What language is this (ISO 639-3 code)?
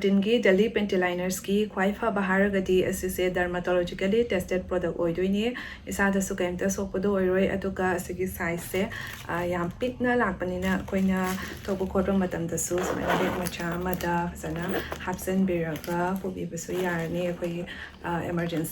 mni